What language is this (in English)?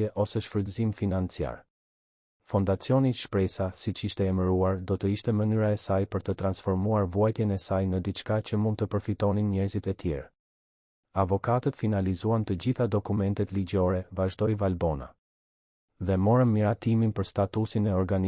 Albanian